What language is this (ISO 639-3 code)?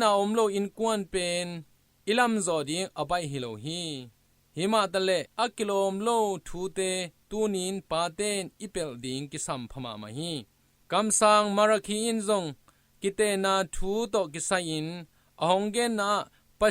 ctd